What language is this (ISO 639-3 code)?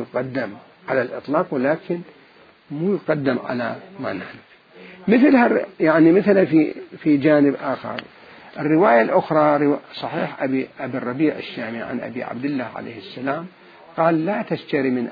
acm